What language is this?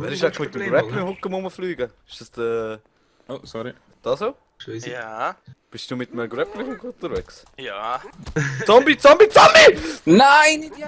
Swiss German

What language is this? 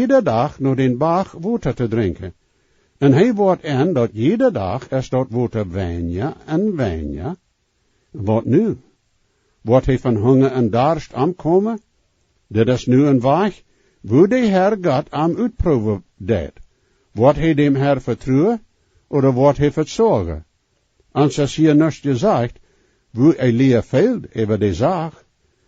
Plautdietsch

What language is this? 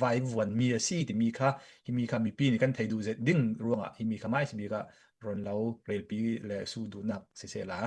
Hakha Chin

